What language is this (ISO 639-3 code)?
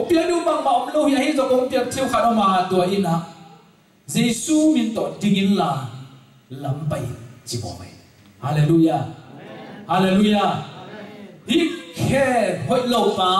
ctd